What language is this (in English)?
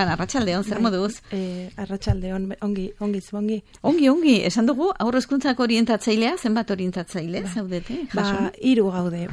Basque